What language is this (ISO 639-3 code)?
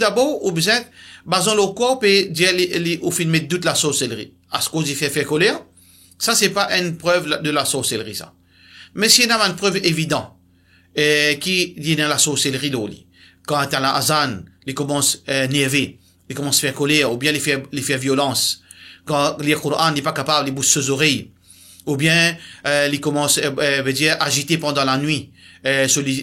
mfe